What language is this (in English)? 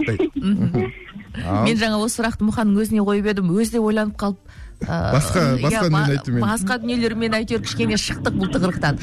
Kazakh